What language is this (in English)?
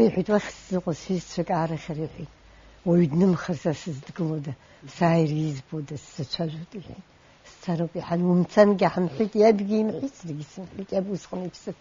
Abkhazian